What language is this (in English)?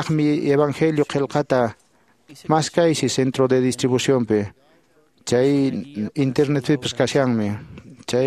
Quechua